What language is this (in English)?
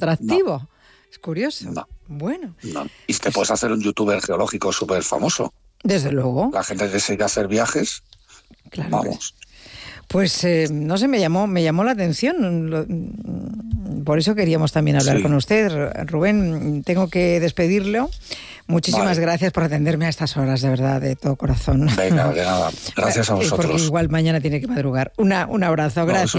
Spanish